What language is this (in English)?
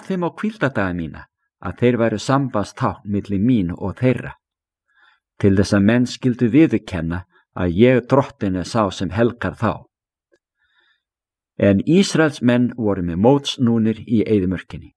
Icelandic